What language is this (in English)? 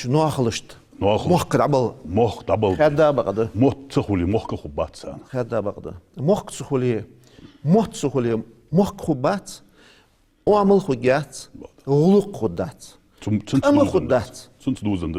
Ingush